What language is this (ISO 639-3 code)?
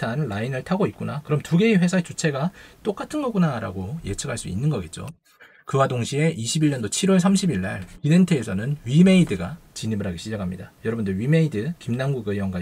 kor